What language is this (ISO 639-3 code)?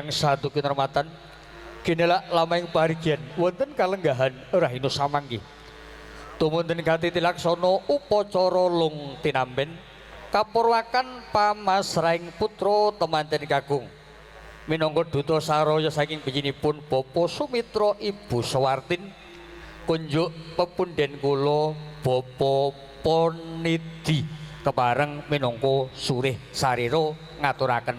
jav